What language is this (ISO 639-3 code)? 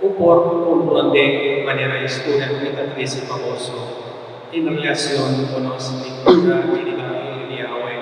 pap